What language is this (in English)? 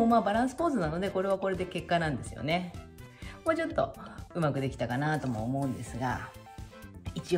Japanese